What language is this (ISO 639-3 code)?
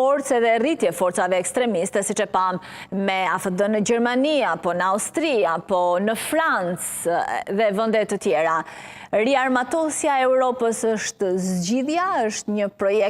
sqi